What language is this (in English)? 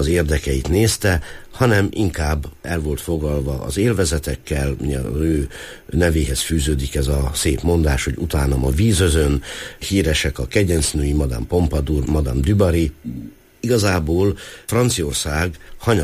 Hungarian